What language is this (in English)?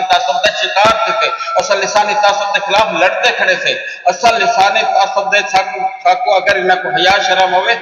Saraiki